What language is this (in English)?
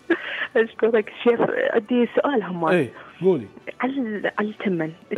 Mesopotamian Arabic